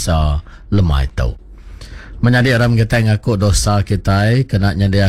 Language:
Iban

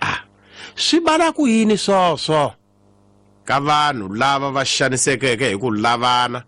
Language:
Tsonga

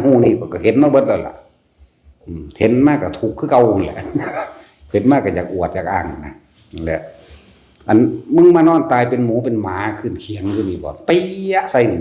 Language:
Northeastern Thai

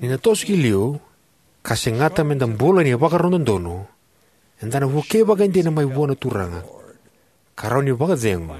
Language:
Fijian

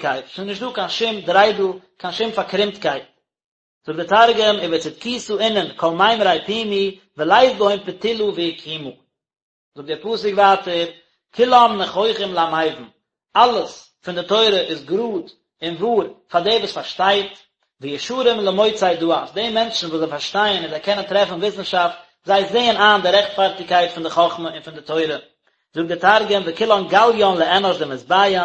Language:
Yiddish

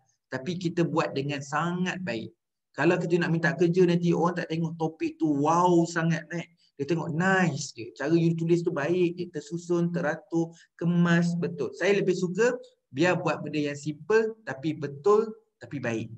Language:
Malay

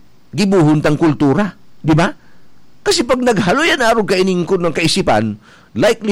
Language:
Bikol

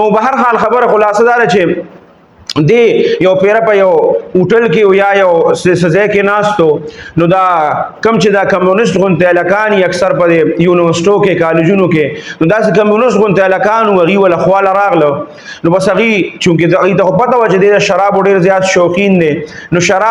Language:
Pashto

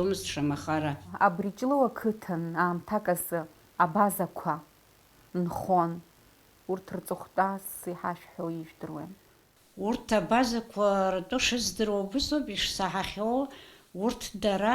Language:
Abkhazian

